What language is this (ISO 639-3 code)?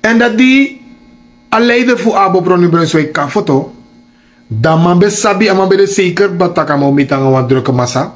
srn